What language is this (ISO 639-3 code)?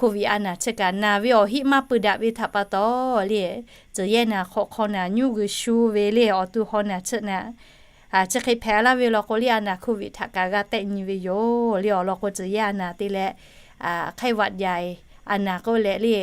lhu